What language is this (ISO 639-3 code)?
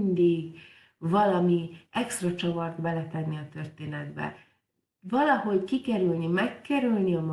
hun